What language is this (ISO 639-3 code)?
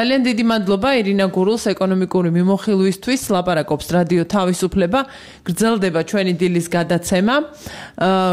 kat